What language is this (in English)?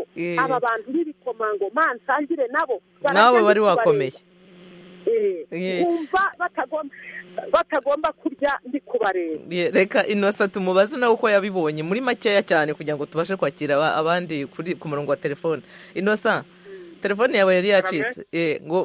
Kinyarwanda